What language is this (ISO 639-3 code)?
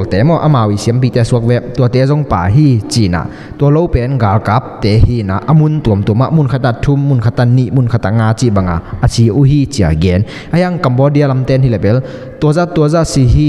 ctd